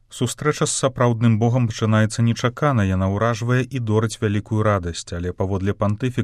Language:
Belarusian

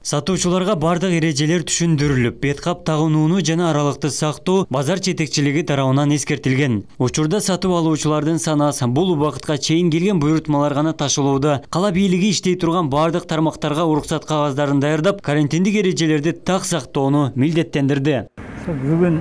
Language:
Kyrgyz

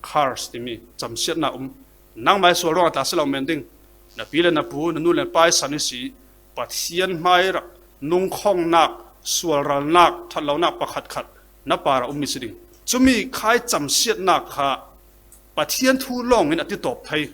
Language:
Falam Chin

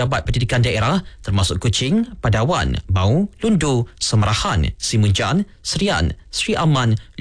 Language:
Malay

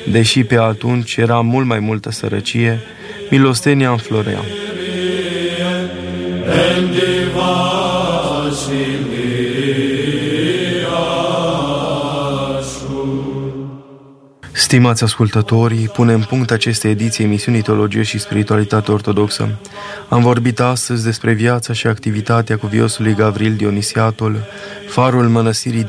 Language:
Romanian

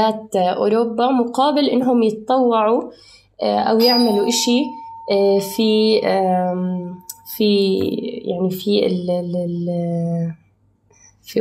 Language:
North Levantine Arabic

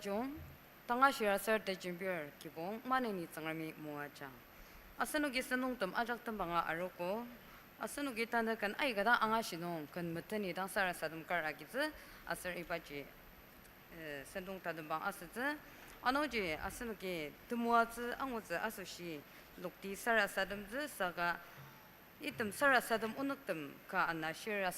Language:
Ao Naga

